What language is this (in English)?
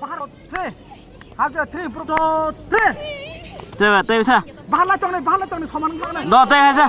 Kok Borok